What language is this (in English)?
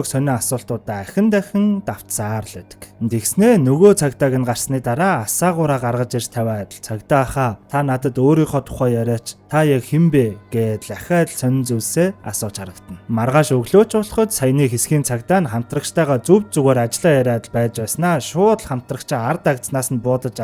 Mongolian